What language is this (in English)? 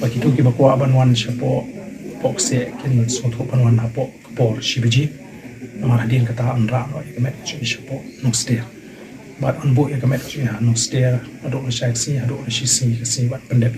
Khasi